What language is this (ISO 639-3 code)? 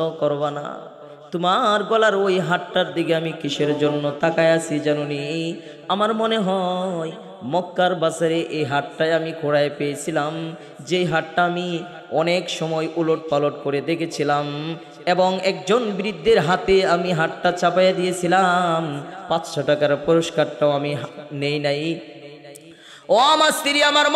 ben